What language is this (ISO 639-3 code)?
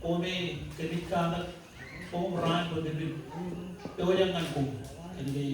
mah